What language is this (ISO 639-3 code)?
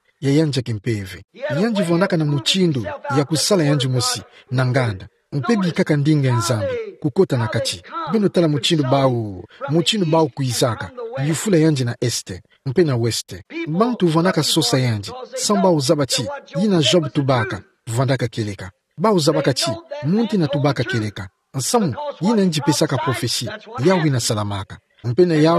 ktu